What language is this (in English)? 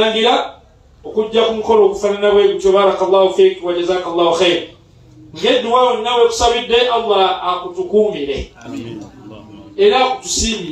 Ganda